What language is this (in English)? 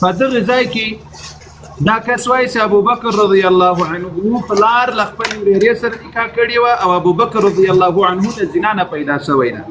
Pashto